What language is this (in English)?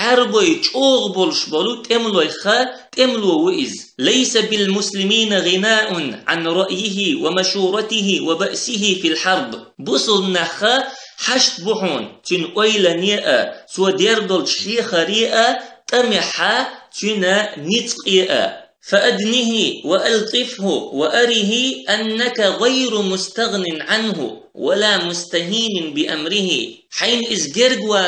Chechen